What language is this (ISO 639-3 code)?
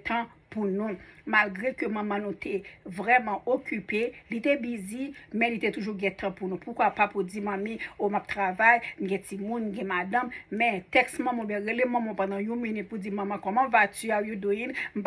hat